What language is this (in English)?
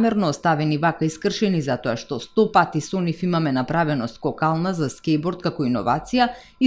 Macedonian